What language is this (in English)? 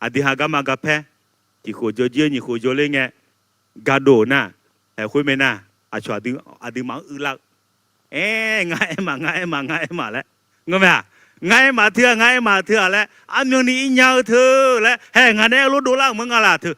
Akha